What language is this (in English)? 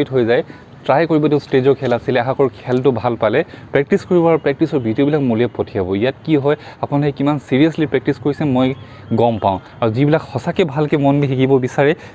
Assamese